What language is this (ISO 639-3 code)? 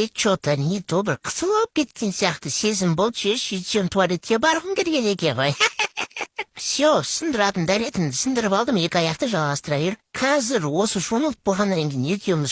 kaz